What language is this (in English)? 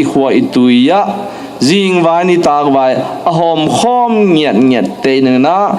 Tedim Chin